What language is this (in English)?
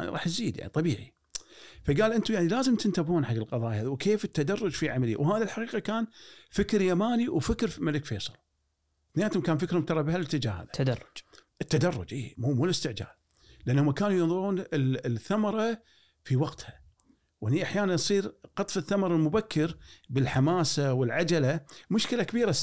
Gulf Arabic